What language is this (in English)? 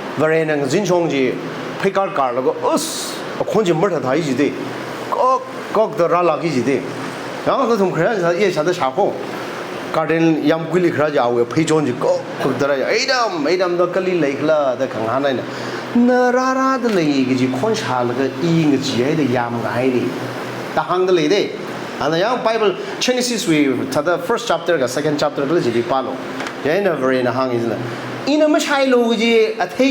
Tangkhul Naga (India)